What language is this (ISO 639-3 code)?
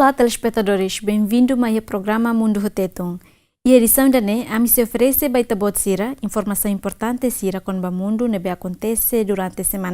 tet